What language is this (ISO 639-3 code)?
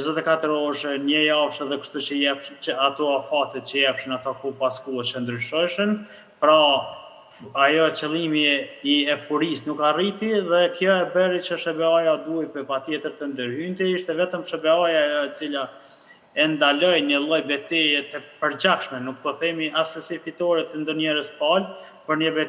sqi